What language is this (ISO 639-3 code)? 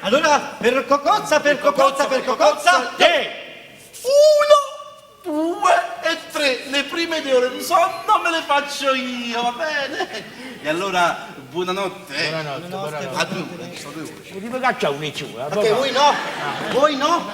nap